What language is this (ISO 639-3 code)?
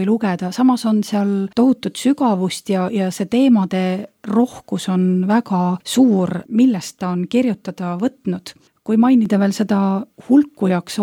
est